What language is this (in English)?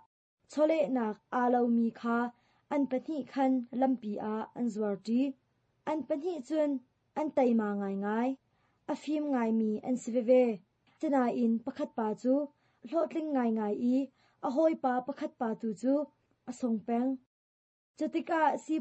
Hakha Chin